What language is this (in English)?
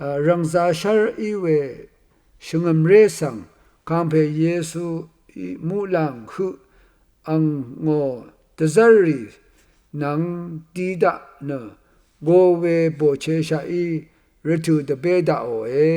Rawang